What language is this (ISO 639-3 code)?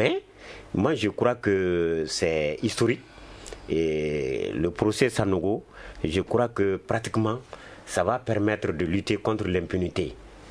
fra